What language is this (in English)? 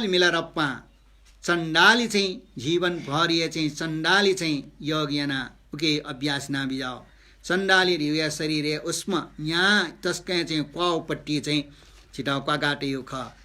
Newari